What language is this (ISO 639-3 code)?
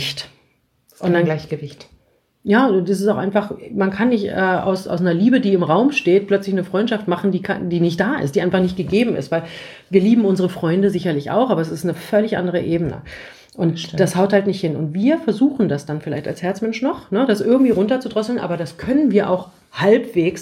deu